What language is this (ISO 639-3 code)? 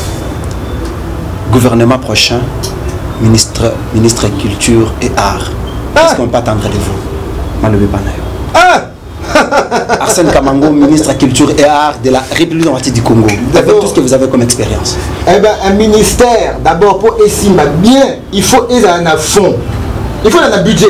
fra